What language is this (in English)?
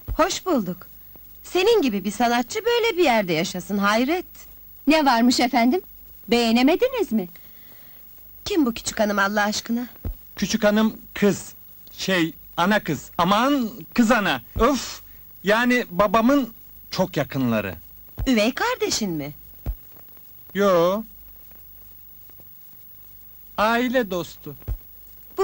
Turkish